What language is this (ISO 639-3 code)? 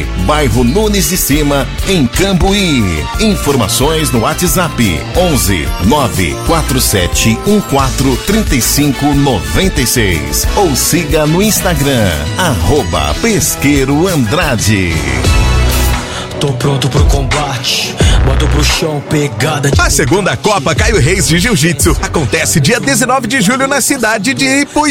por